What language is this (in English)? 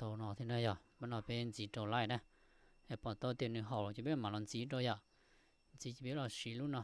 Hmong